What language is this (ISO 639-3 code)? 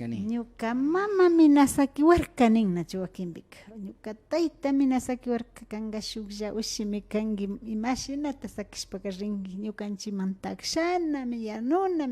qvi